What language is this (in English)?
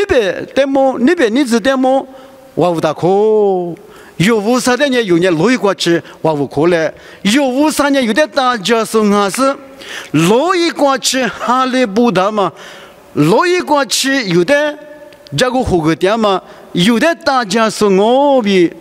Lisu